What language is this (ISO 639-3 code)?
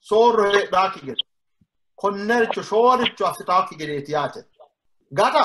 sid